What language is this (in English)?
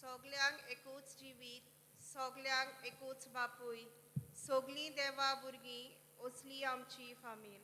Konkani